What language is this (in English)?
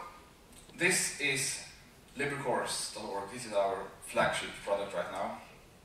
English